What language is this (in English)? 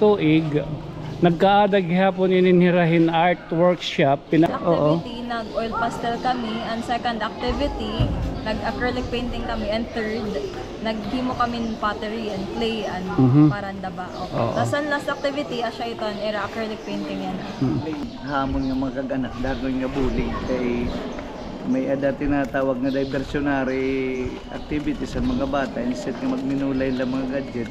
Waray